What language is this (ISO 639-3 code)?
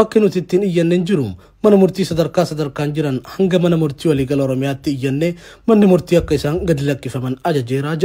orm